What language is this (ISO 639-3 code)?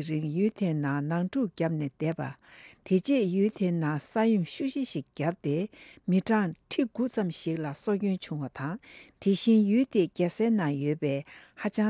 bod